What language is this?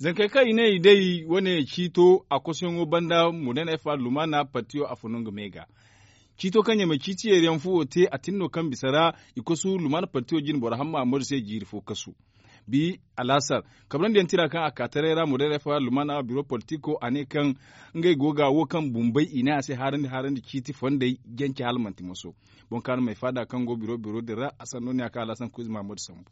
Zarma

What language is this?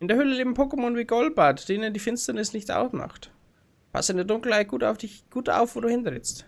Bavarian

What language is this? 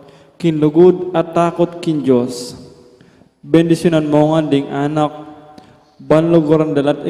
Pampanga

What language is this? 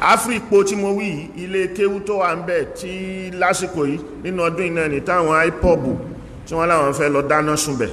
Yoruba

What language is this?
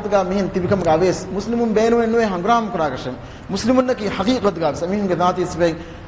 Divehi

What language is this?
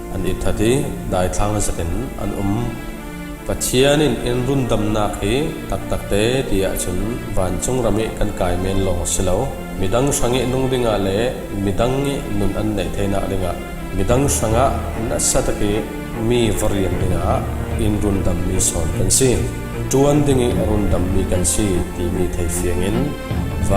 Falam Chin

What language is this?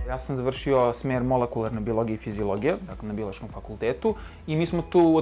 Serbian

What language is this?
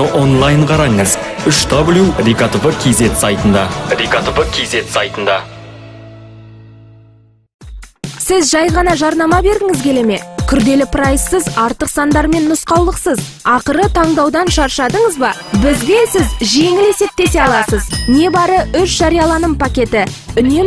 Kazakh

